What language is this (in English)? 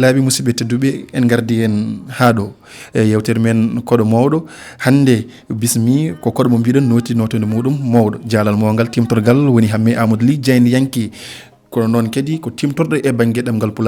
Fula